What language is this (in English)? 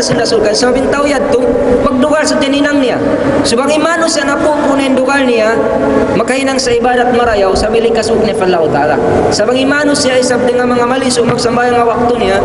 Tausug